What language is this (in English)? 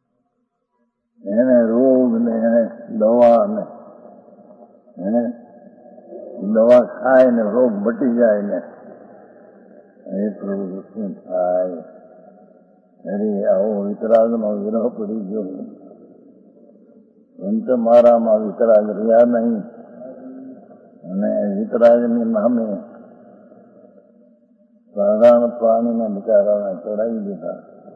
Gujarati